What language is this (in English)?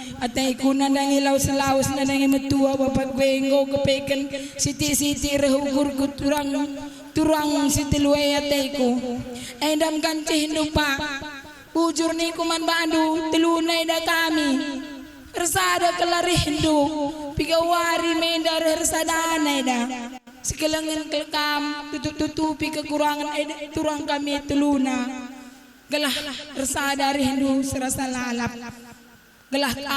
Batak Karo